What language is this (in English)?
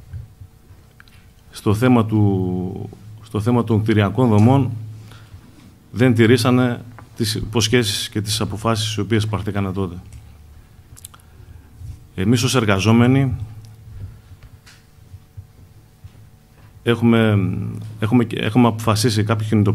Greek